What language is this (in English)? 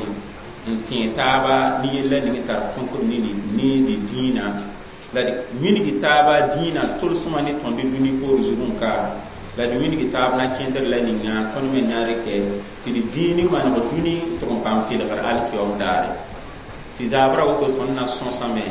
Mossi